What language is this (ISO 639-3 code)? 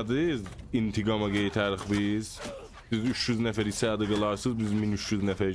azb